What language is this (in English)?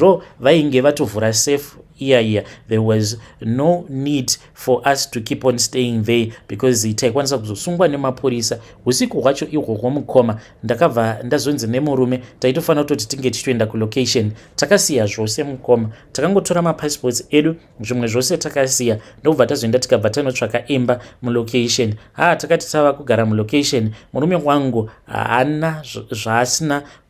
Shona